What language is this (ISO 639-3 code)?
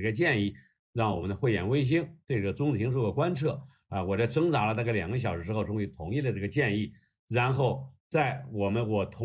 zho